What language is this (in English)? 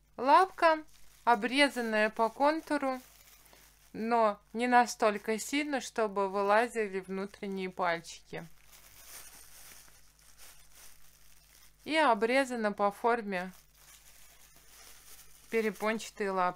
Russian